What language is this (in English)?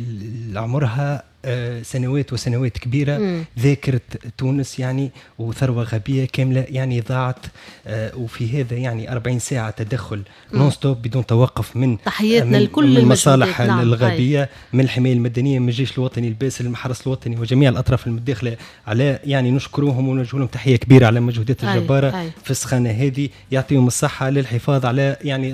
Tunisian Arabic